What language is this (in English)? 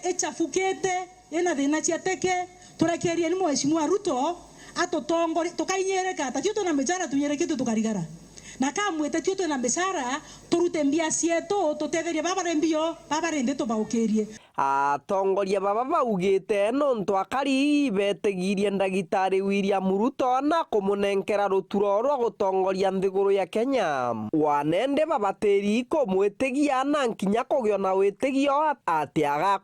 Meru